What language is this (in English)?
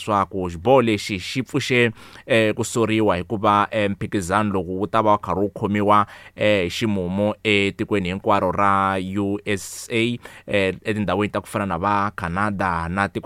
Tsonga